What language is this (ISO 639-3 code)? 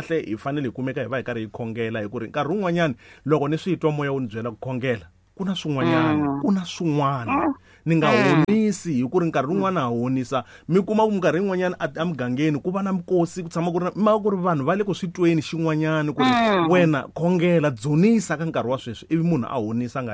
tso